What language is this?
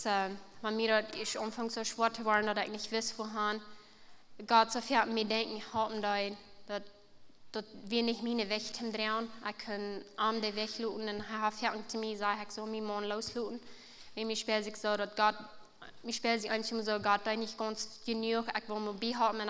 Plautdietsch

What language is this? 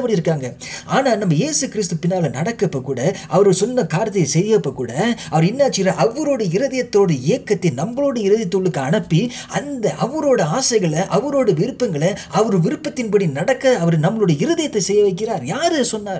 Tamil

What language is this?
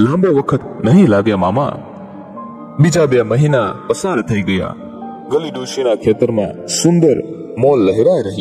Gujarati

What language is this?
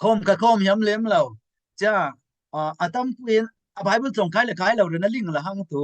Falam Chin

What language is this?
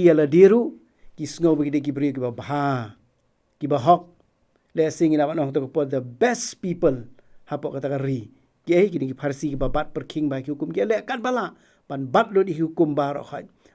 Khasi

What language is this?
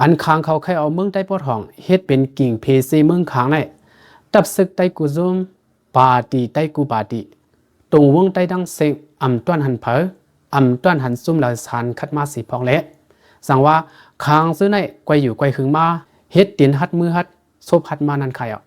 Lao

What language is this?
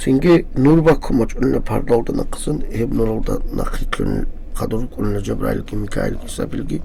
Avaric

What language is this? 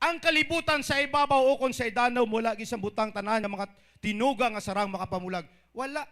Hiligaynon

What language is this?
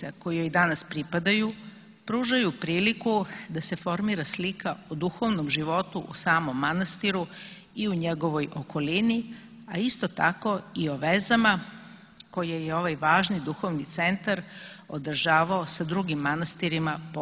Serbian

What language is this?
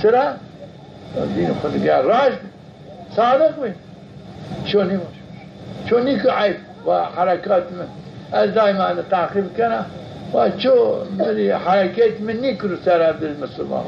Zaza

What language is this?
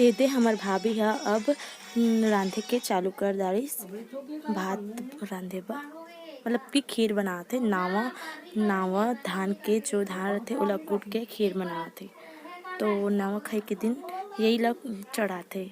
Chhattisgarhi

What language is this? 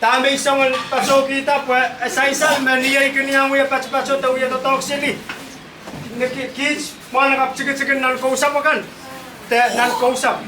Pohnpeian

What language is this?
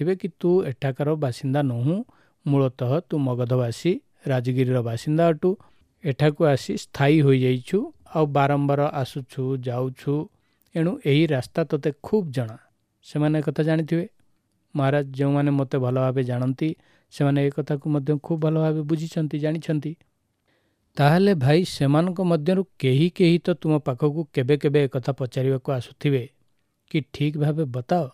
Odia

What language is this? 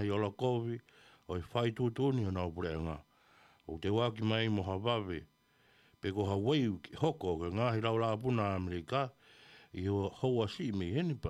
Tongan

